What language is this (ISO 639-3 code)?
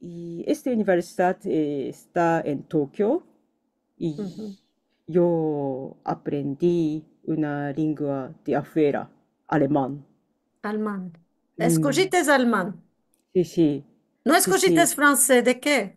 lad